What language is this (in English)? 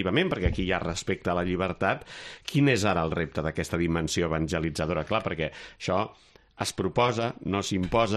Catalan